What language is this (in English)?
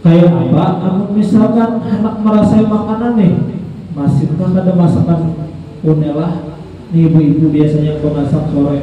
Banjar